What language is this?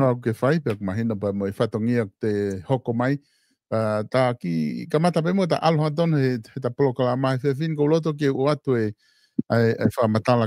Tongan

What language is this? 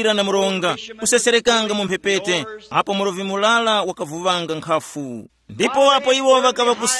Tumbuka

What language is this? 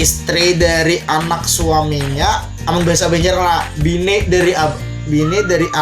Banjar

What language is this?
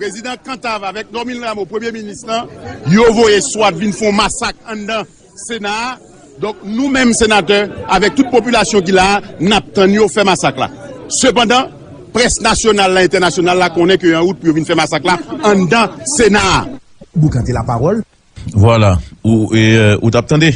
Haitian Creole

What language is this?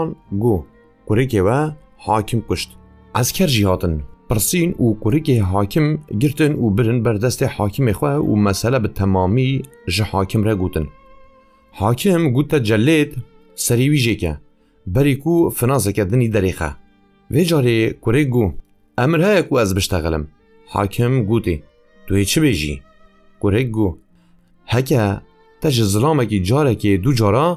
Kurdish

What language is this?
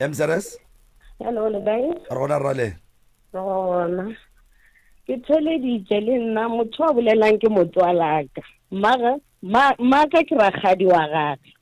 Northern Sotho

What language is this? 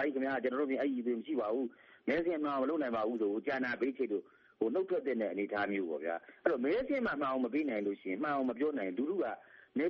Burmese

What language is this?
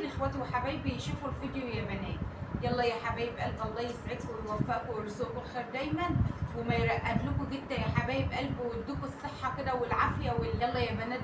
Egyptian Arabic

